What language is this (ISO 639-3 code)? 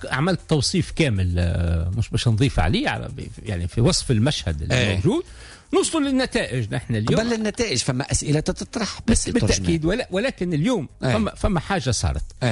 aeb